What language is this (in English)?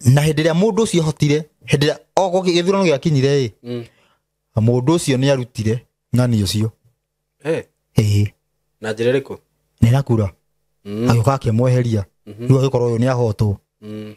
Kikuyu